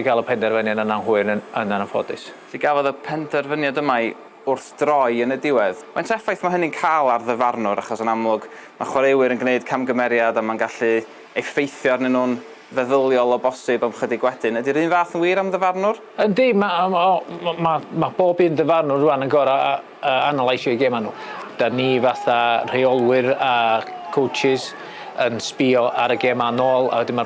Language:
Welsh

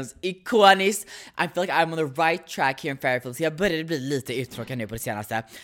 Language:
Swedish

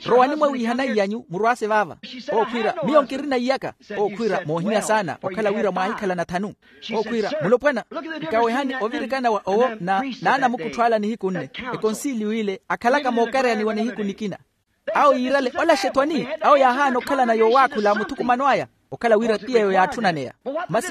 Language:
Makhuwa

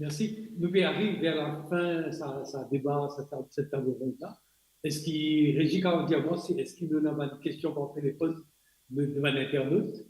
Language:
Morisyen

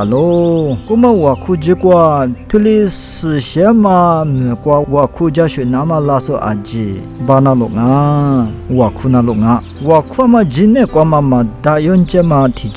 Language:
Lisu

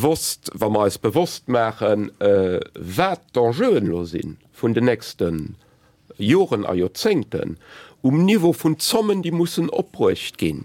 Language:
Luxembourgish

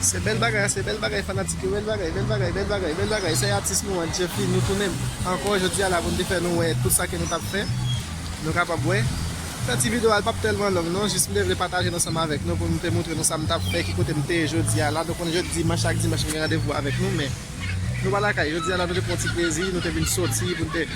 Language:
Haitian Creole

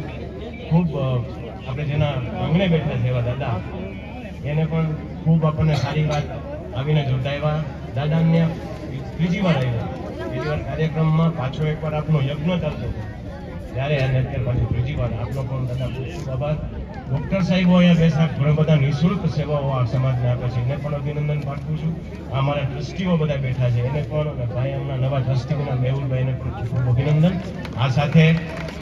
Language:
Gujarati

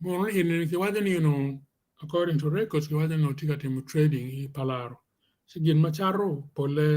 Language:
Acoli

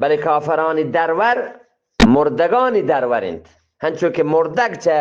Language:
Eastern Balochi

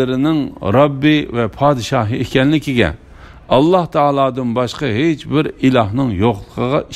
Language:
Uyghur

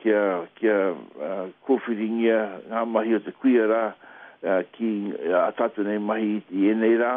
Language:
Māori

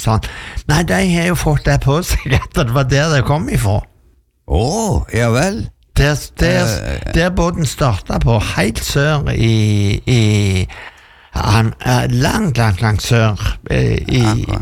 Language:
Norwegian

